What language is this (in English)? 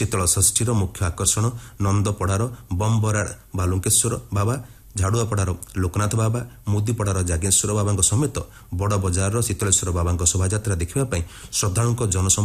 Odia